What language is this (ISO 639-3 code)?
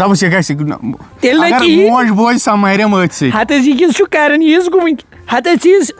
kas